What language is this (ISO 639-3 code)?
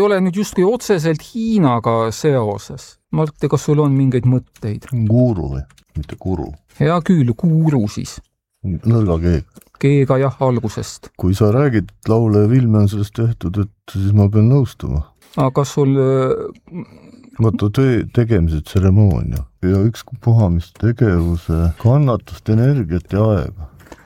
est